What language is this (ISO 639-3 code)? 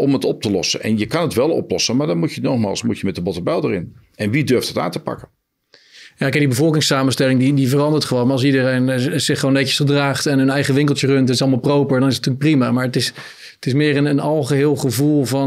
nld